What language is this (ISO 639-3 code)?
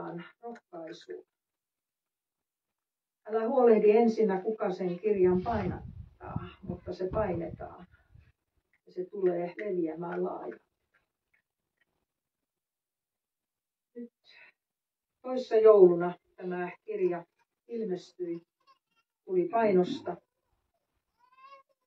fin